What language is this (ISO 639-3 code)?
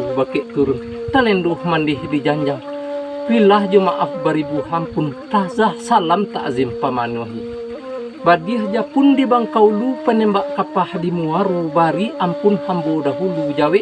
min